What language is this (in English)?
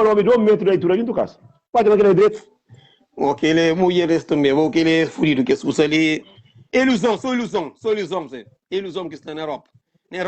Kabuverdianu